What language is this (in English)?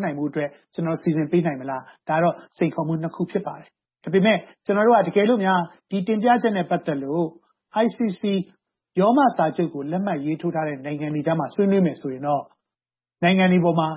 Burmese